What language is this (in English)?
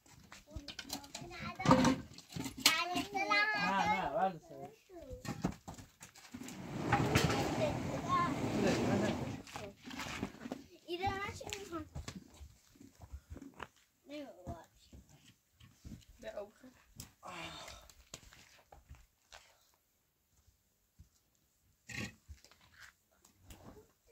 Persian